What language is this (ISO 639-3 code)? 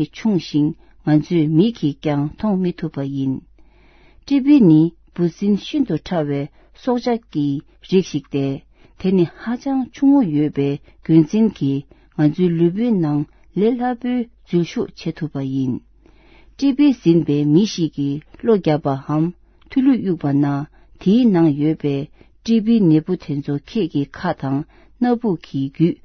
bod